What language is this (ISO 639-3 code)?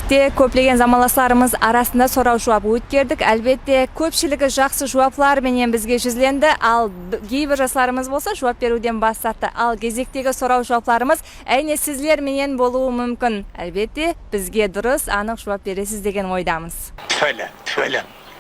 kaa